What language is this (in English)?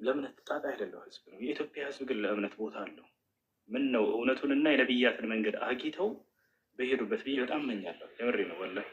Amharic